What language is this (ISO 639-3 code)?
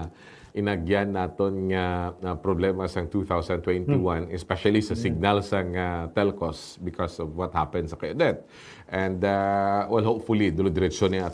hil